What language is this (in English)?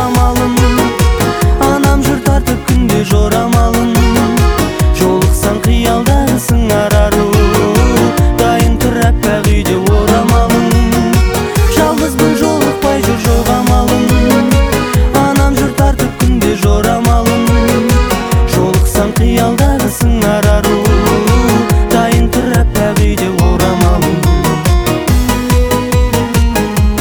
Kazakh